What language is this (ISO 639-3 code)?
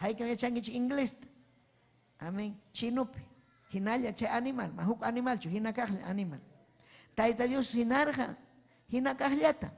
quy